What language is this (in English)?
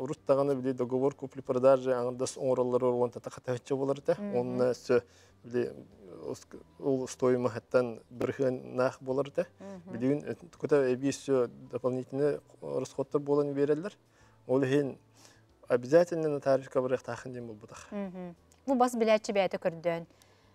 Yakut